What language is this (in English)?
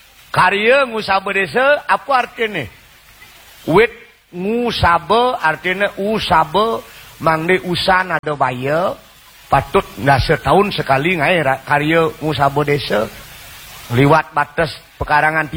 Balinese